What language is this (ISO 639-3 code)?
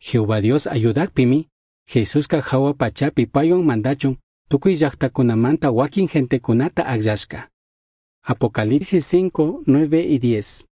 qug